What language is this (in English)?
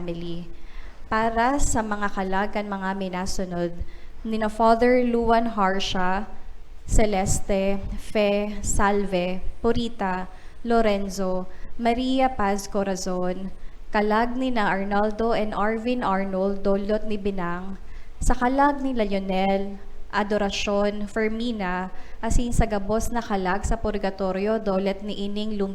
Bikol